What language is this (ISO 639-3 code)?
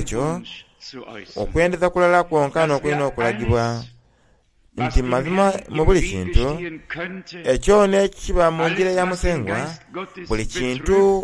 xog